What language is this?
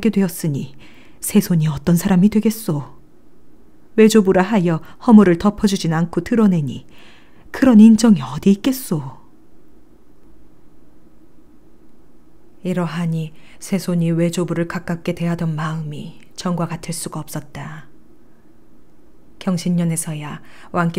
Korean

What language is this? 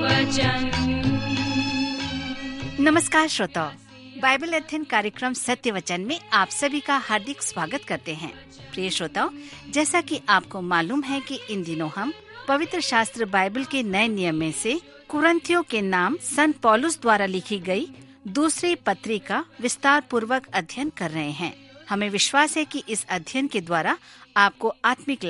Hindi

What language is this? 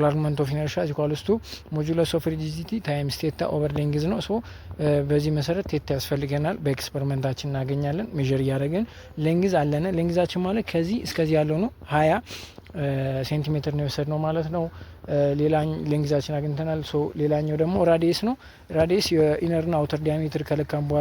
Amharic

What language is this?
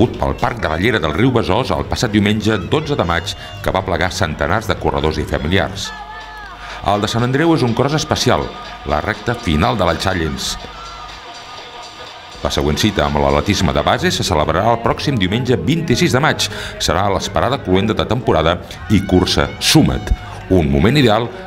Catalan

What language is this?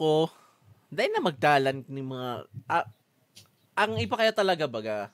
Bikol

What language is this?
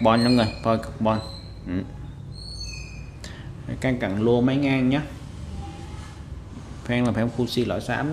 Vietnamese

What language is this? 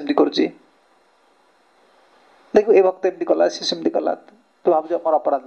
Odia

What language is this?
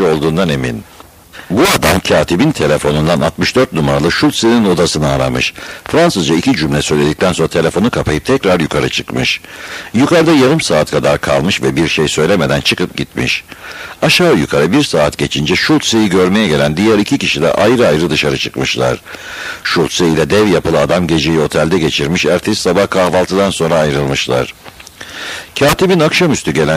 Turkish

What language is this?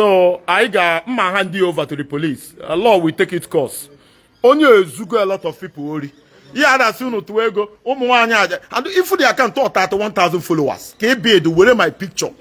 Igbo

